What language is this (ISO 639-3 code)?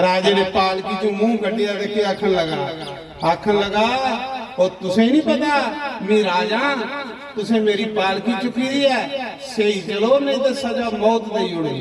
doi